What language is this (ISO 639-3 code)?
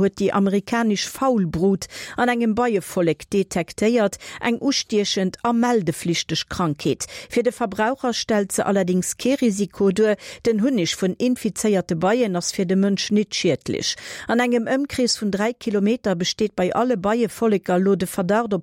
ltz